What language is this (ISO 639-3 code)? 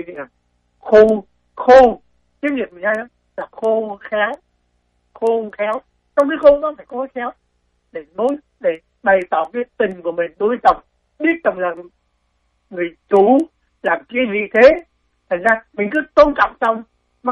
vie